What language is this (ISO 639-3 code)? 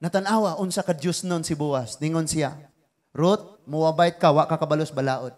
ceb